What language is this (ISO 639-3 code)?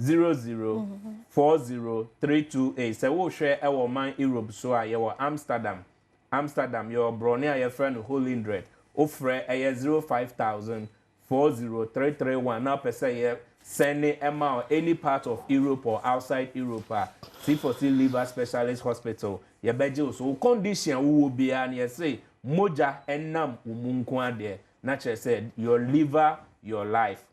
aka